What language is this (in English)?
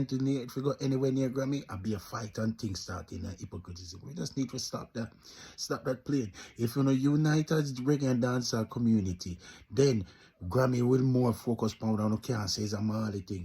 Jamaican Creole English